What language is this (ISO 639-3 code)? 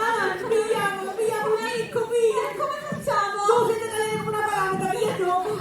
scn